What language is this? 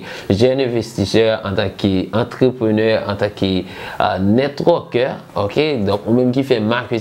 Haitian Creole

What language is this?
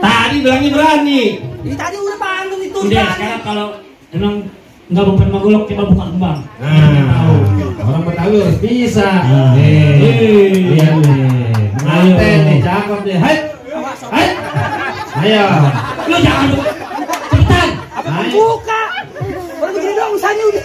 Betawi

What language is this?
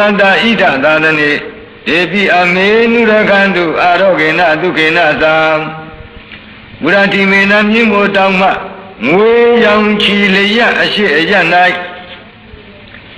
Burmese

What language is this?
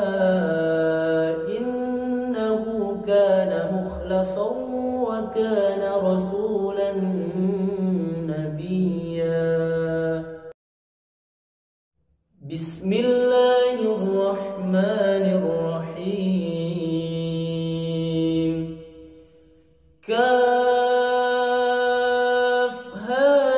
Arabic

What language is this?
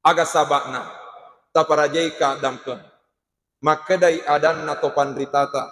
Buginese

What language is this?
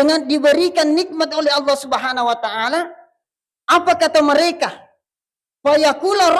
Buginese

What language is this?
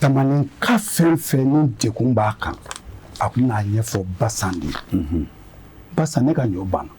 Bambara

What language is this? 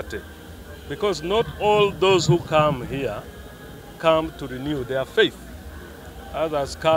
Nyankole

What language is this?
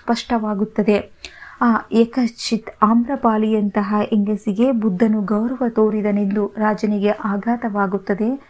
Kannada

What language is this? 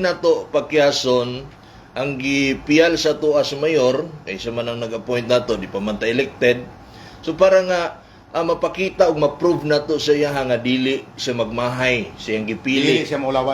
Cebuano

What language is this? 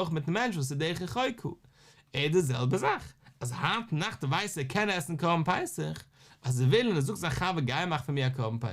Yiddish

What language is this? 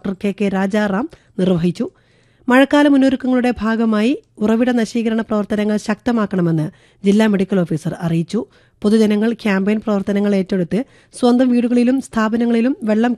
Malayalam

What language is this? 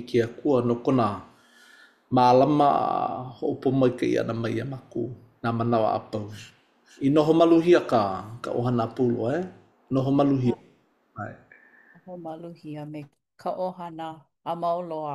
Hawaiian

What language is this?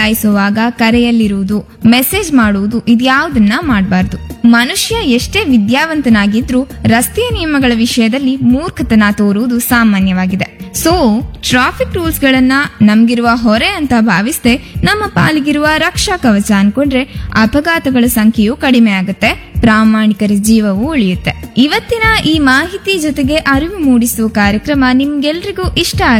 Kannada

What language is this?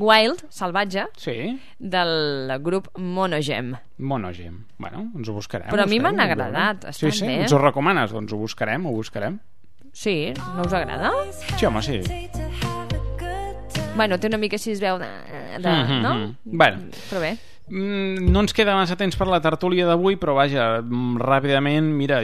Catalan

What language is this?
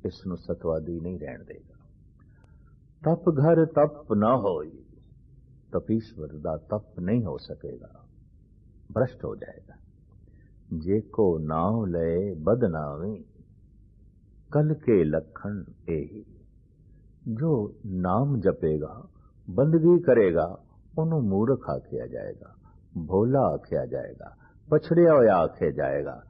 Punjabi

